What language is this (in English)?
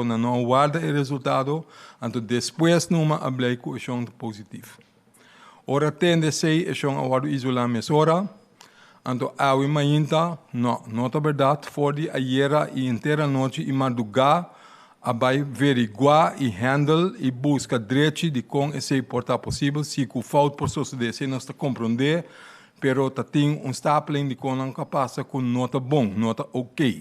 Papiamento